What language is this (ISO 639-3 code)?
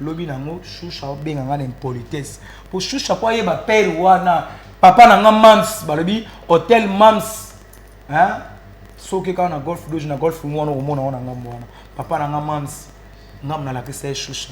lin